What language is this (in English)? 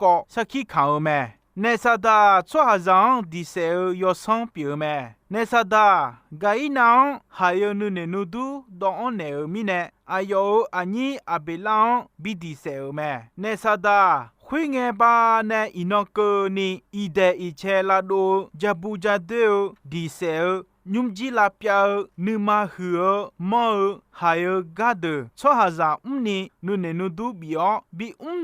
Akha